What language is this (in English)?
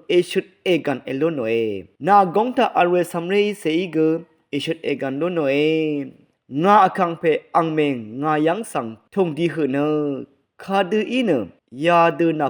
Rawang